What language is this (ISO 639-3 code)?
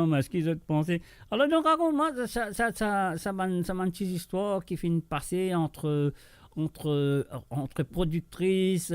mfe